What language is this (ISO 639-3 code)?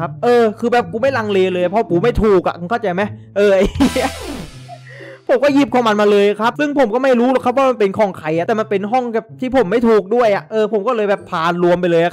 tha